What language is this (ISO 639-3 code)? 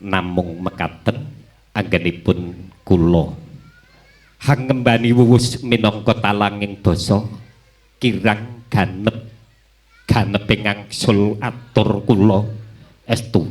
jav